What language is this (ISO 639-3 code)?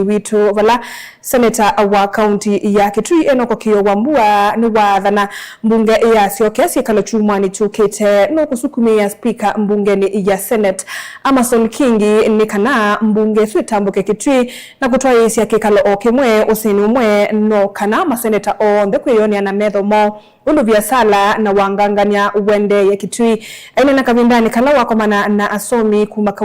kam